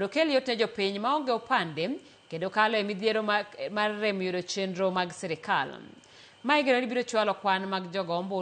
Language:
Luo (Kenya and Tanzania)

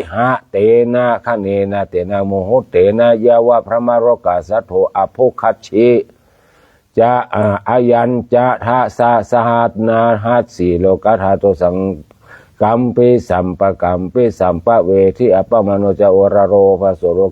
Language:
Pali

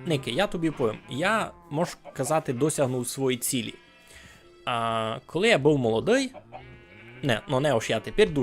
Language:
Rusyn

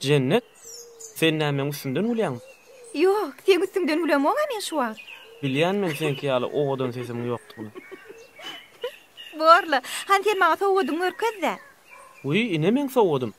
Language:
Turkmen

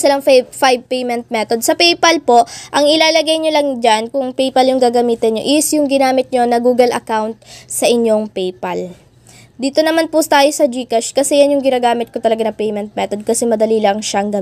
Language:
Filipino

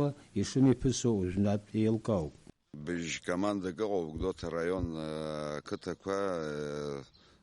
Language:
Abkhazian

